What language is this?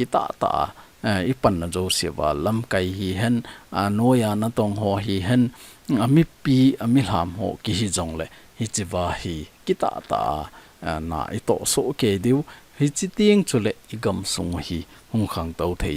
Thado Chin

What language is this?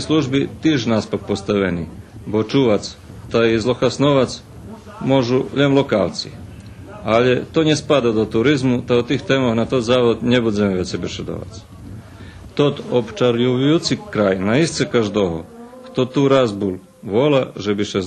Rusyn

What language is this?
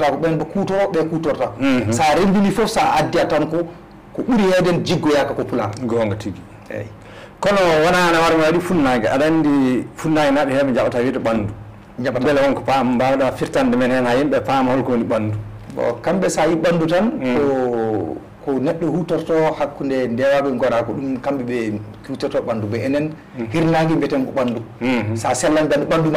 Fula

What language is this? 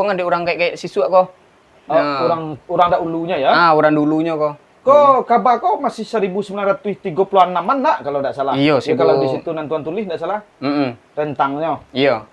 Minangkabau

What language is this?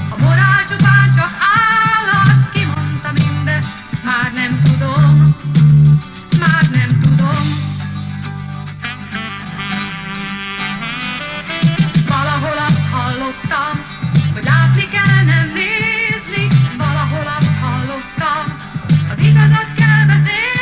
Hungarian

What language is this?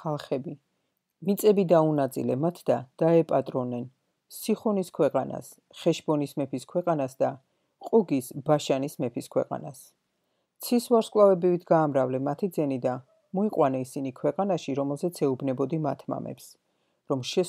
Georgian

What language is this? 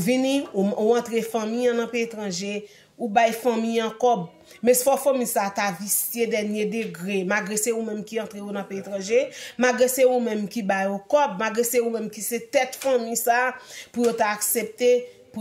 Haitian Creole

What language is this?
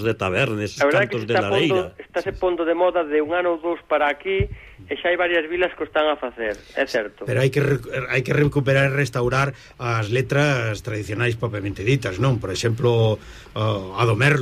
Galician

